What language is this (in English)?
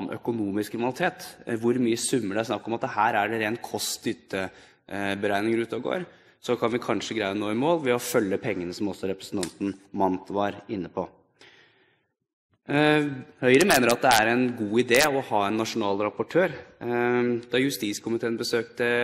Norwegian